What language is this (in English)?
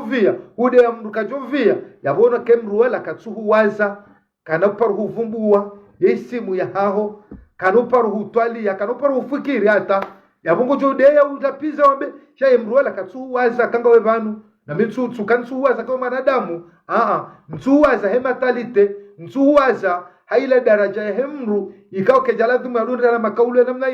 Ngazidja Comorian